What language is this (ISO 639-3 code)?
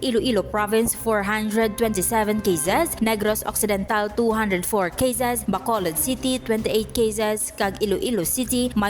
hil